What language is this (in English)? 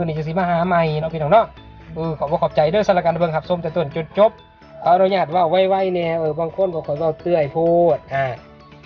Lao